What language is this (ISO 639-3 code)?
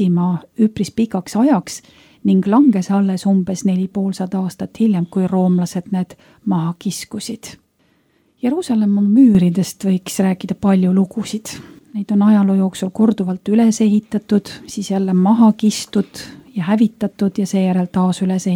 est